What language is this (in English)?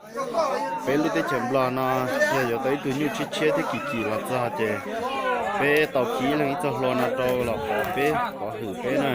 Hmong